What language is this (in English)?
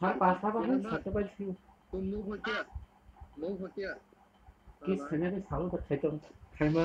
Kok Borok